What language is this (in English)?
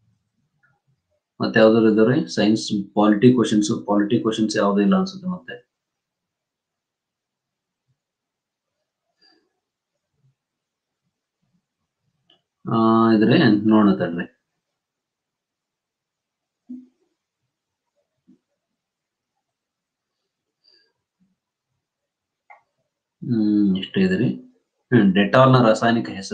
Kannada